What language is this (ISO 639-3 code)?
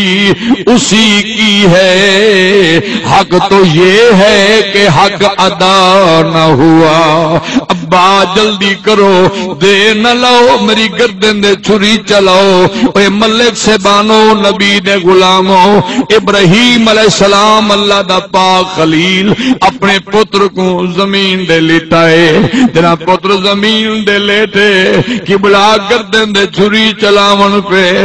skr